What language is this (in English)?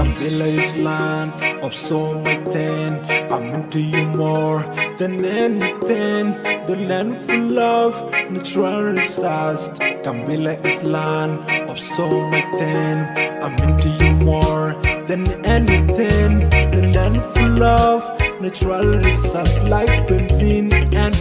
Nuer